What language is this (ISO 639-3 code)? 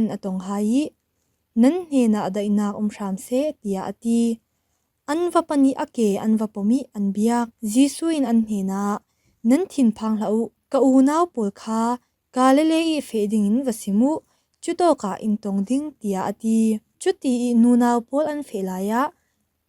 cfm